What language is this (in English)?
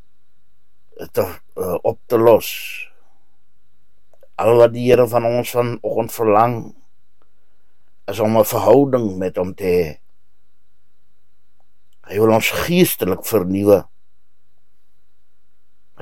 Afrikaans